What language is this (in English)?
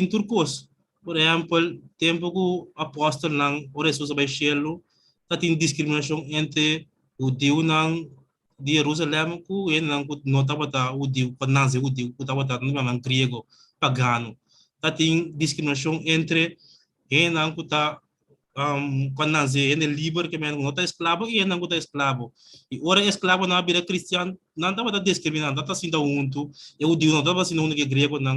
Papiamento